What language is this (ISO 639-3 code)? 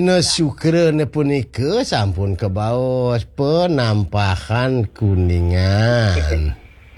ban